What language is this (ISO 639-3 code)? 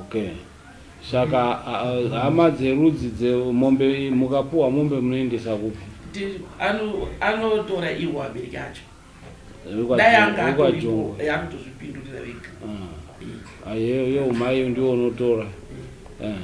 sna